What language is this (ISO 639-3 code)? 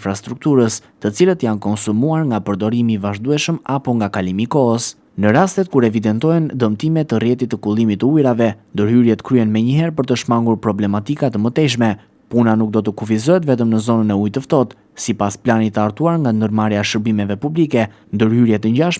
sqi